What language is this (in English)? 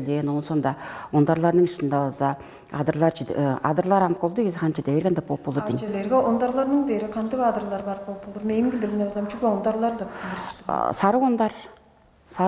Tuvinian